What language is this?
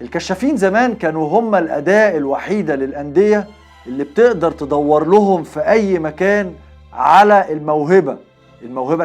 Egyptian Arabic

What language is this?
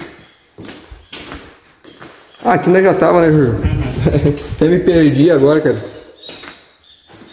Portuguese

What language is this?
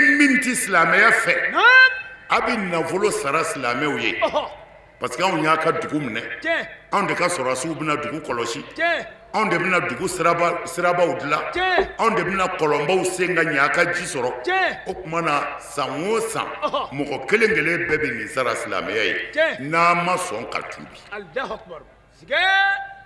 Bambara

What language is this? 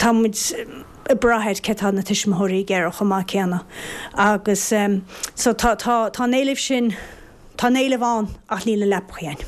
Irish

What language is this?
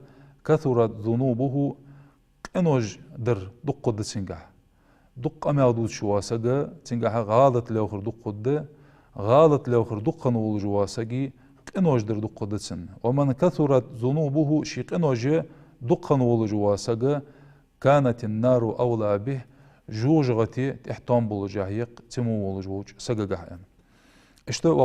Ingush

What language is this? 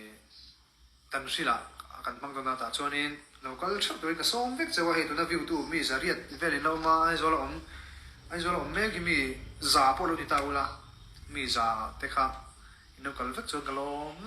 Mizo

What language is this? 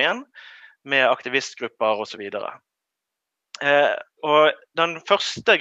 Norwegian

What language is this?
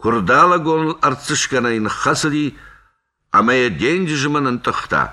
Ossetic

